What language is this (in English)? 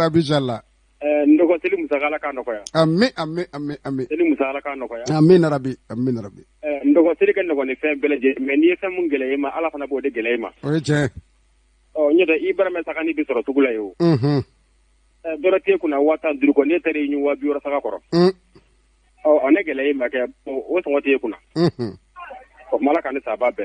Bambara